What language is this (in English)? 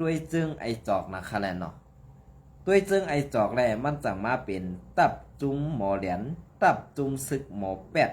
Shan